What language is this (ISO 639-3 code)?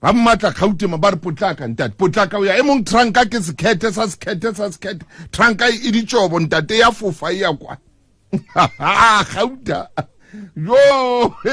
sot